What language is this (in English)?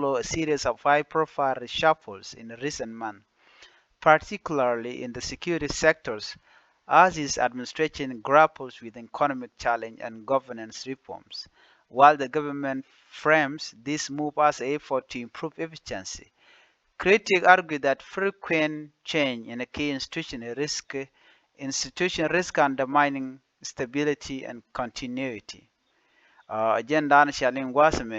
Nuer